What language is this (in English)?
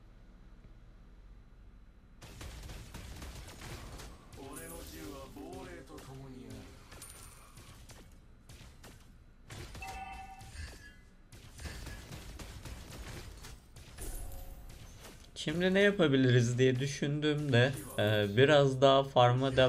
Turkish